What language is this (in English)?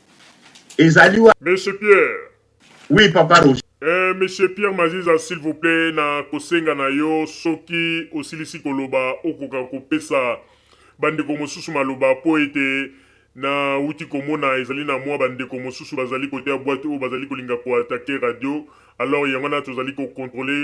Lingala